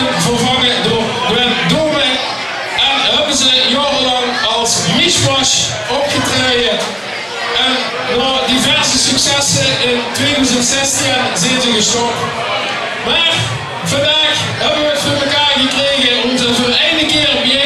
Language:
Limburgish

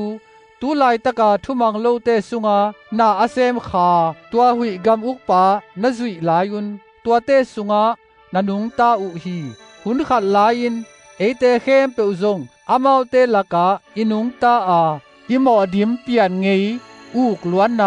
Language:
Tedim Chin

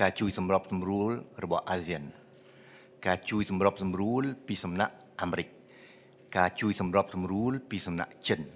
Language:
Khmer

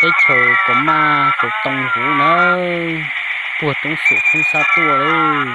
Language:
Hmong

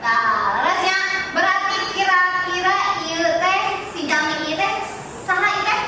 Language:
Sundanese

